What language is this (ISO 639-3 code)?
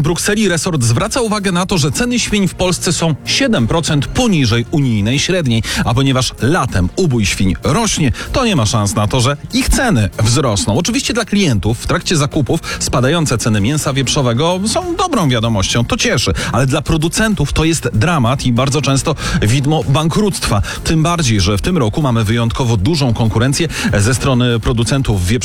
pol